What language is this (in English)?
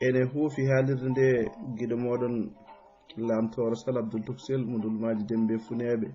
Fula